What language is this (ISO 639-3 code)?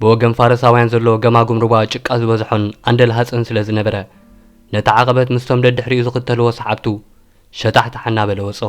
tir